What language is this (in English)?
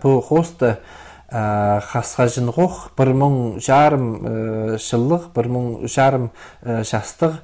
Khakas